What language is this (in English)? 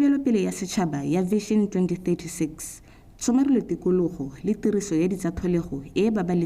Tswana